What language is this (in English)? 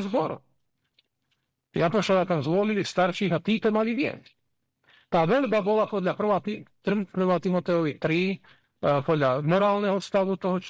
Slovak